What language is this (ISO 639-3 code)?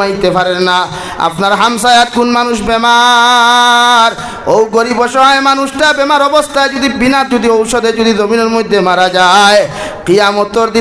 syl